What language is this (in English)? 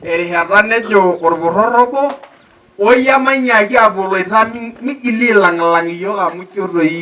Masai